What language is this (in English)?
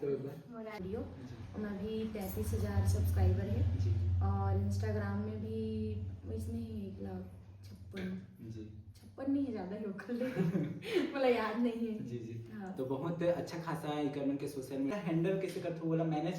Chhattisgarhi